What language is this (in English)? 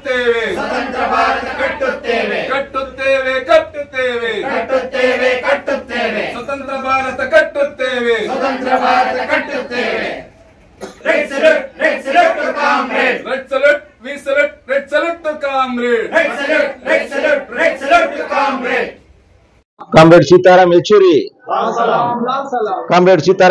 Kannada